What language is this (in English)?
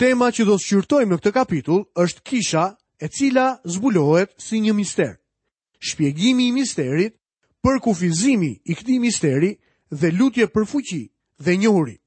Albanian